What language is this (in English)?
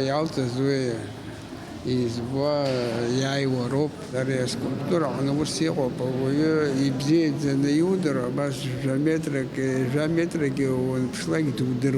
Abkhazian